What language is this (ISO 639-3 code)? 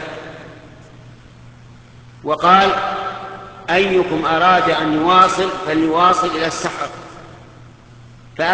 ara